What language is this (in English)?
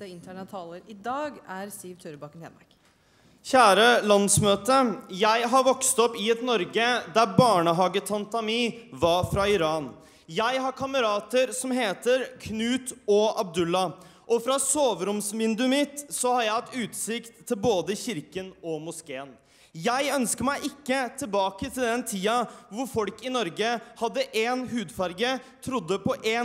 Norwegian